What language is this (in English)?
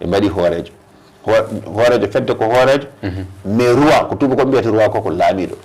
Fula